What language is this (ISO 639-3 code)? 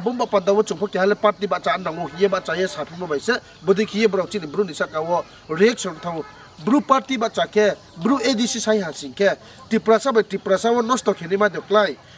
ria